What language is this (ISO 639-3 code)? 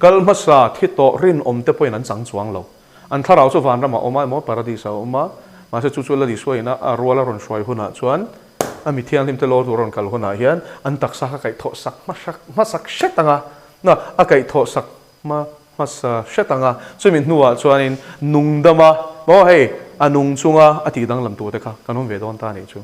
lus